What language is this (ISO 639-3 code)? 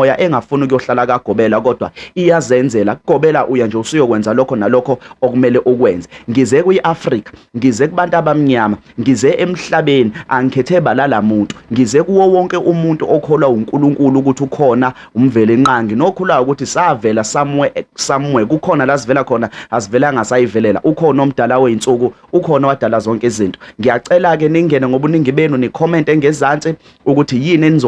zul